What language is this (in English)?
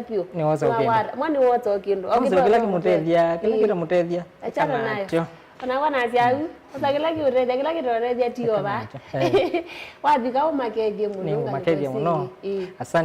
Kamba